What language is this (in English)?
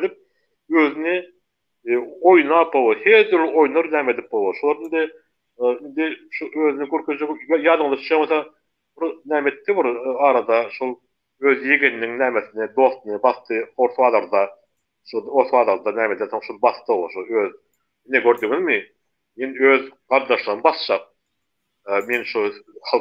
Turkmen